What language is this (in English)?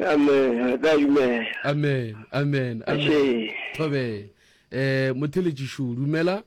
Northern Sotho